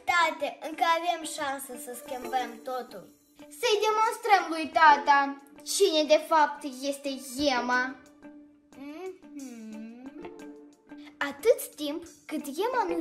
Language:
Romanian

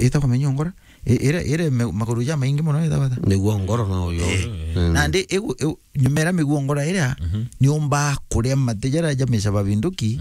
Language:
Meru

